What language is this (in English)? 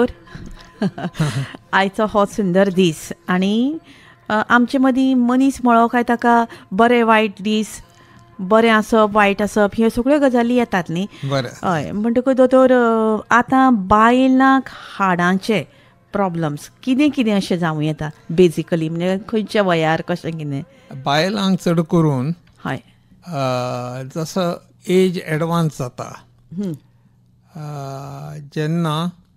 Konkani